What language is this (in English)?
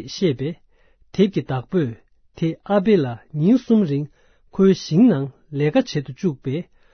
Tibetan